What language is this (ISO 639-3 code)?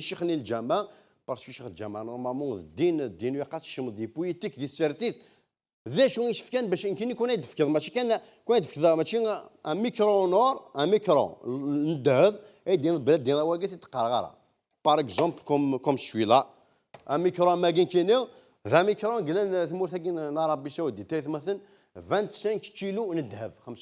kab